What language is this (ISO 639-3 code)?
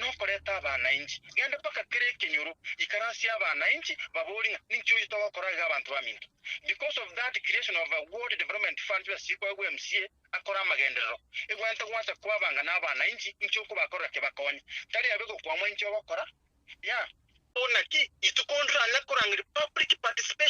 guz